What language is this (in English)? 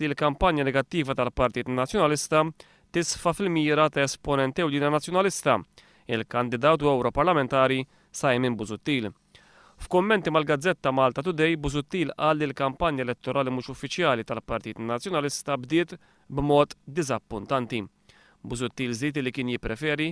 Maltese